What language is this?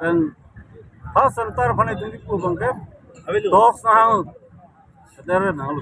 Karbi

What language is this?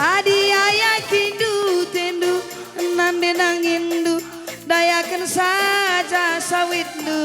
Batak Karo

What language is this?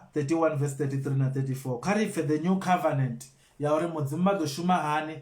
Venda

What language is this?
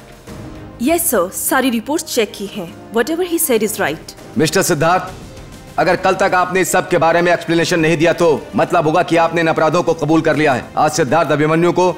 Hindi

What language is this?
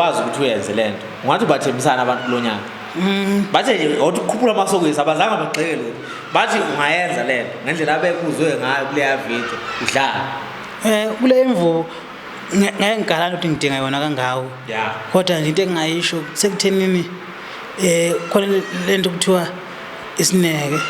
Zulu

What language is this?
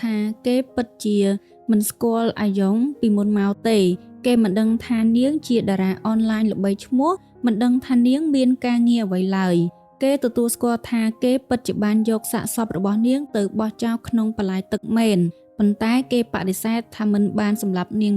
Khmer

